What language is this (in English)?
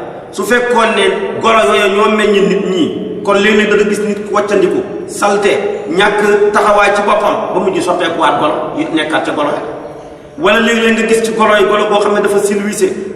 Wolof